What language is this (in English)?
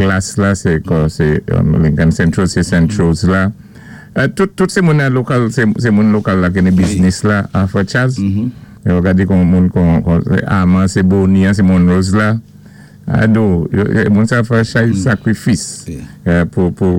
Saint Lucian Creole French